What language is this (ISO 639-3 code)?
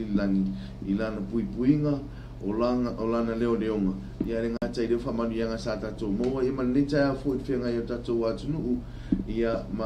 smo